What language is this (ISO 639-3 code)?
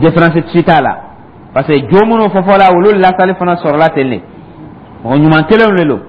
dyu